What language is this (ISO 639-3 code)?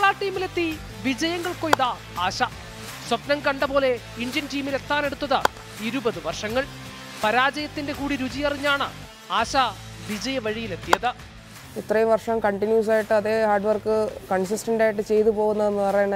mal